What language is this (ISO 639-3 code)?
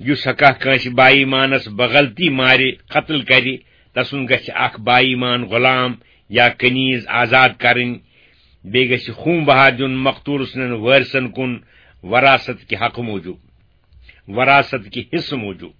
kas